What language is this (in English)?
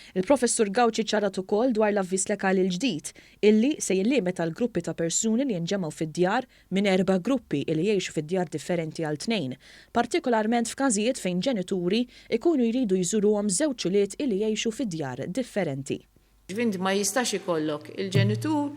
Maltese